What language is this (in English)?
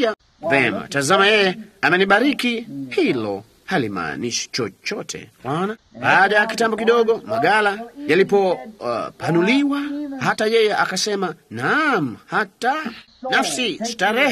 Swahili